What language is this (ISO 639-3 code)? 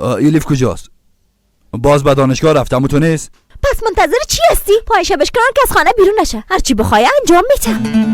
fas